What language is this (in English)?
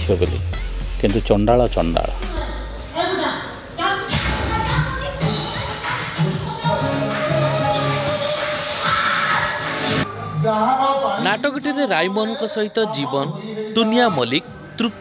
Odia